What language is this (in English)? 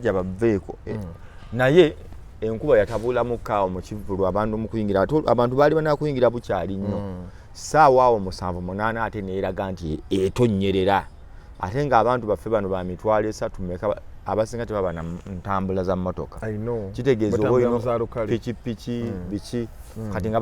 Ganda